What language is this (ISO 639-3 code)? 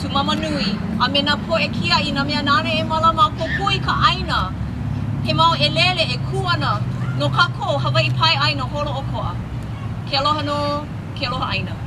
haw